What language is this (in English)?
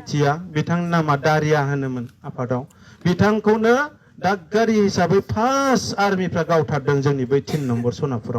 Bodo